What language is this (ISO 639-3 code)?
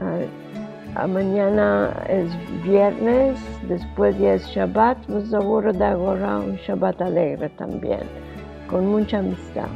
lad